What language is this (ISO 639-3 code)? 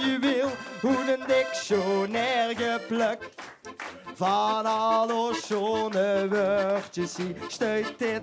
lim